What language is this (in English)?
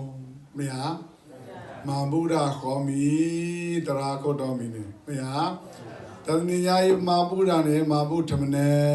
S'gaw Karen